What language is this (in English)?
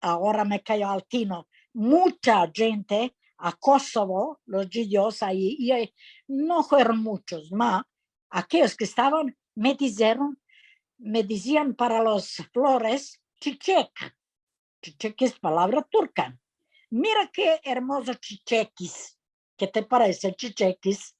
Ladino